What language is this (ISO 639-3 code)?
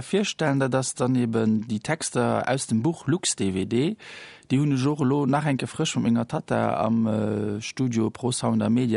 ltz